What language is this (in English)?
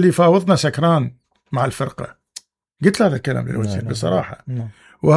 Mesopotamian Arabic